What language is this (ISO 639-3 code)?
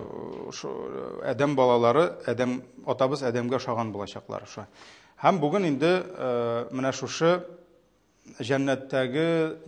tat